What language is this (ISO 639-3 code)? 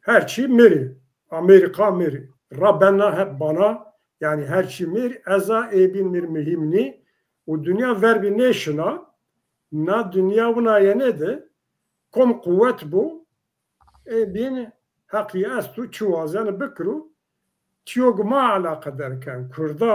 zza